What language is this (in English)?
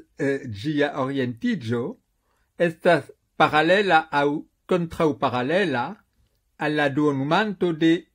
Esperanto